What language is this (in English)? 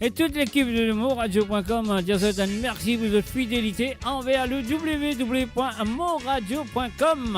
Morisyen